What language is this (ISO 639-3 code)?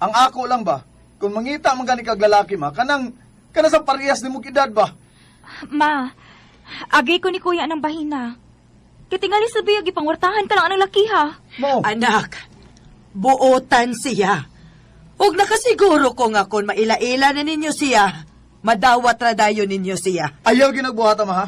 ceb